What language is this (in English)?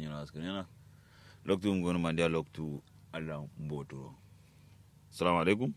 Kanuri